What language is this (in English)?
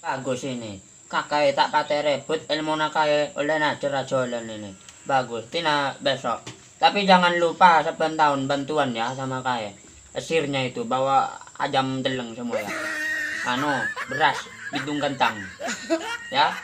Madurese